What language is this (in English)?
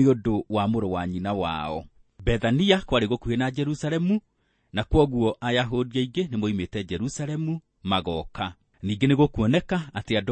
Kikuyu